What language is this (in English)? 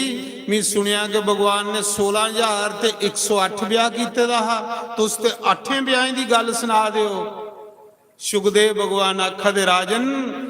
Dogri